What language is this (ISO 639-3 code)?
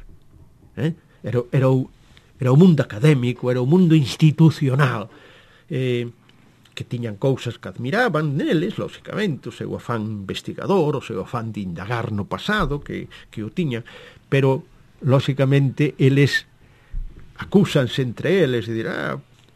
glg